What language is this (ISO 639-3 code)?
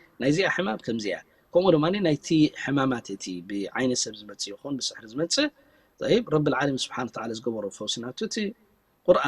tir